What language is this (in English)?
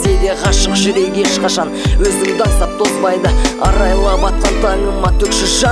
Kazakh